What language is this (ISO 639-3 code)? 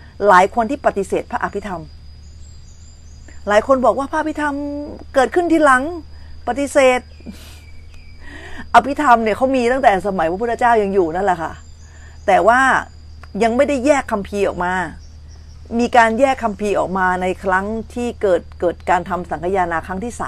tha